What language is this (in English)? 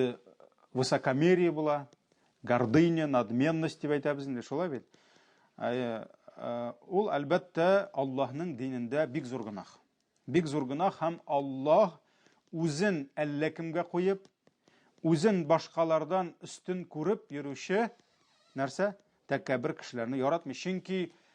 Tatar